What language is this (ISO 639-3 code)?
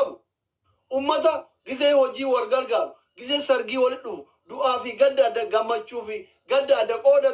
orm